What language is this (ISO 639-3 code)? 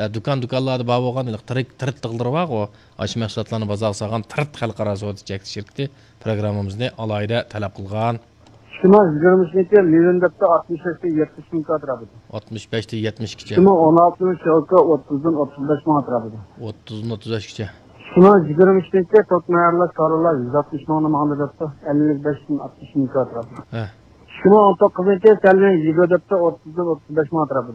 uig